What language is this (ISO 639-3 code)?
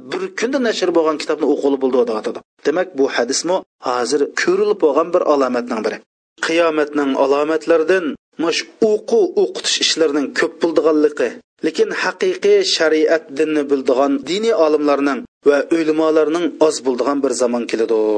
uig